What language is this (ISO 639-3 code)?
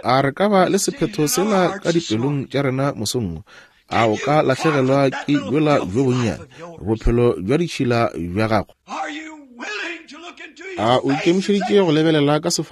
nso